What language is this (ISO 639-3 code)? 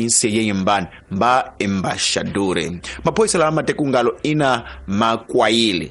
tso